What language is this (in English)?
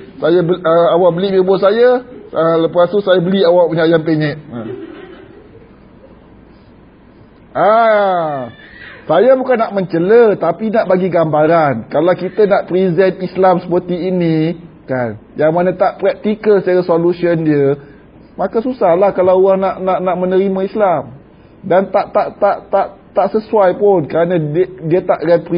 Malay